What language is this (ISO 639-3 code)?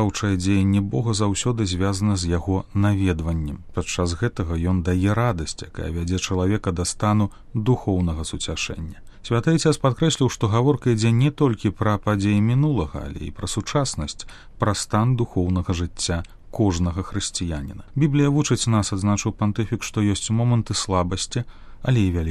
bel